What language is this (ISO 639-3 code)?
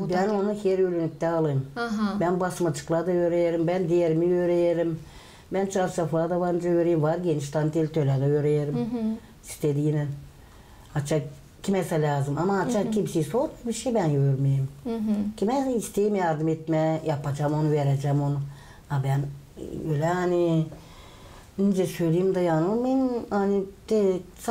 gag